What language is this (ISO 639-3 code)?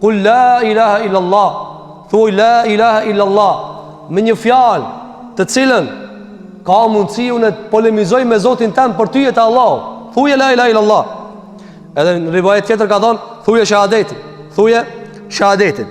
sqi